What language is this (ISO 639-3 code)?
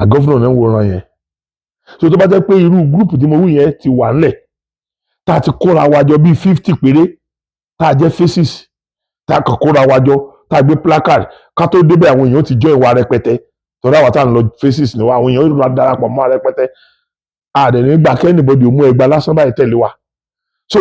yor